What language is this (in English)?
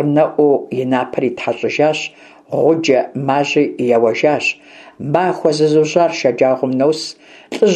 Kabardian